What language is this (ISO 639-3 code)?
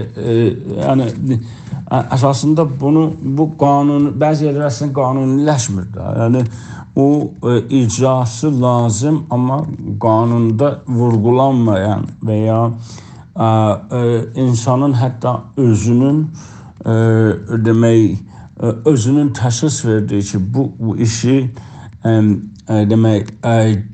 azb